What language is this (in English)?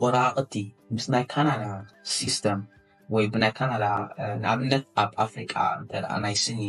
Tigrinya